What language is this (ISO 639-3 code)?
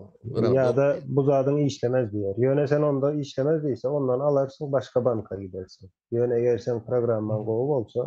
tuk